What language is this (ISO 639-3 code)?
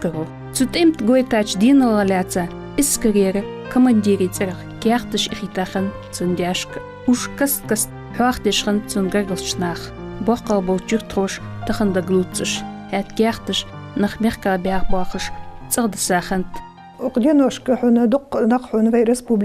inh